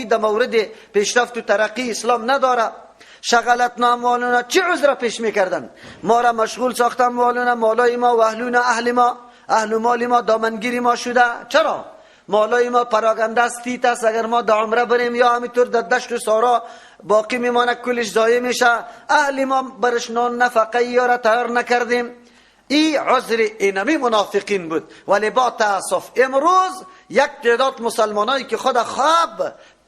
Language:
Persian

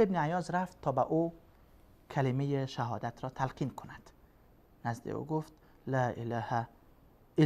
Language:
Persian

